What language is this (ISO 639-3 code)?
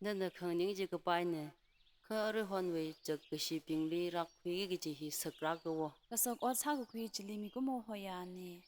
nmf